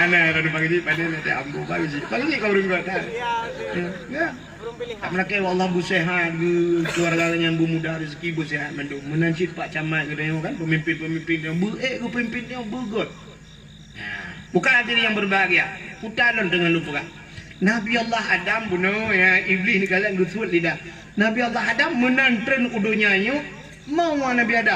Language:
Achinese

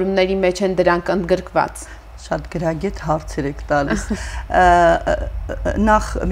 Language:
Armenian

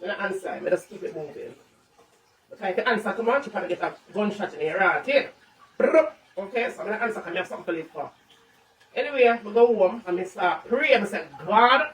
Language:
Jamaican Creole English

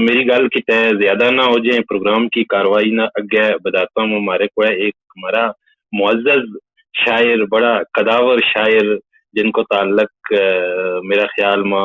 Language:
Gujari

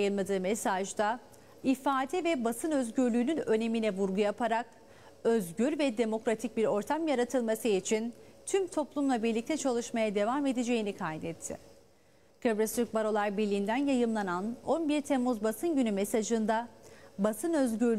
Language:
Turkish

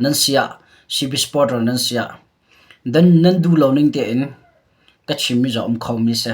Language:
Hakha Chin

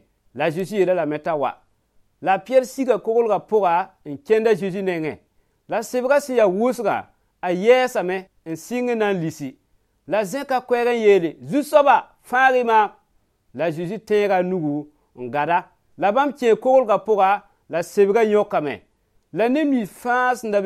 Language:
Mossi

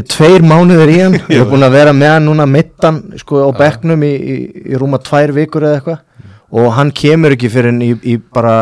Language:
Icelandic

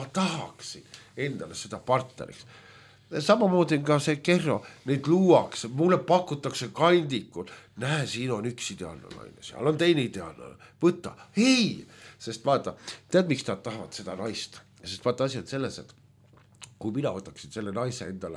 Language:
Estonian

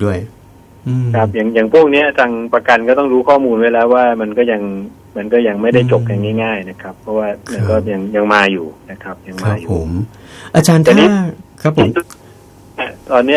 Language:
Thai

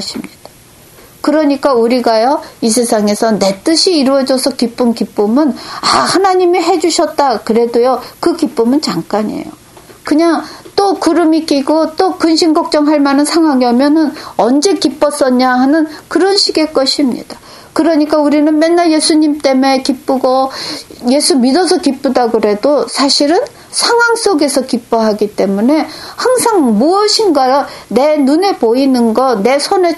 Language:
Korean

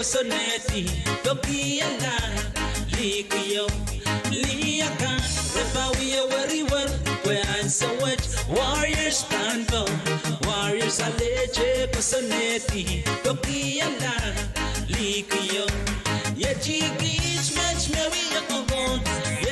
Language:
Pohnpeian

